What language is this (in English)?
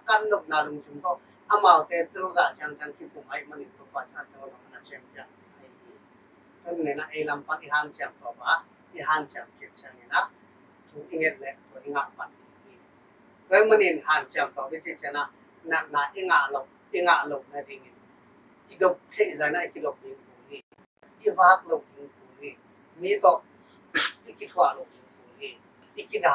Tedim Chin